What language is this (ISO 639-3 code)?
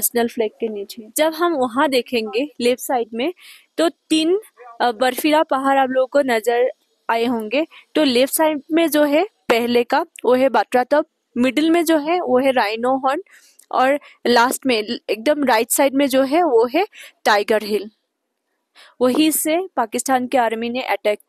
hin